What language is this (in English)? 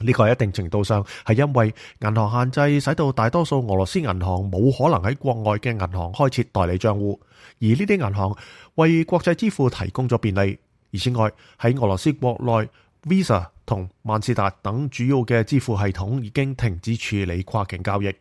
Cantonese